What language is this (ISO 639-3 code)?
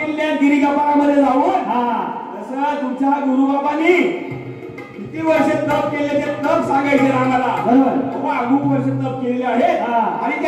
mar